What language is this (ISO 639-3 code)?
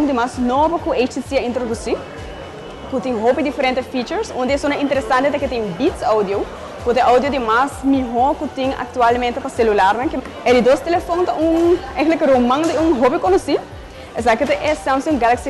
pap